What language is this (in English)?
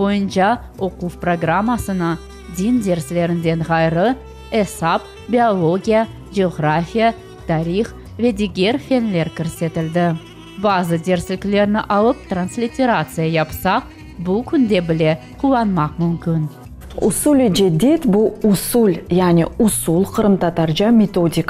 Crimean Tatar